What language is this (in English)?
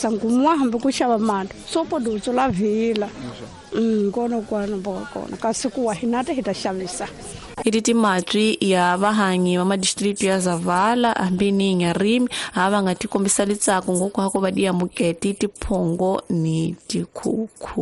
Tsonga